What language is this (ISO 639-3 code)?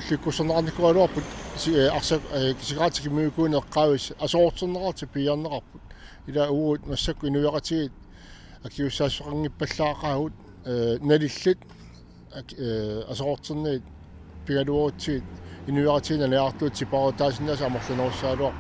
kal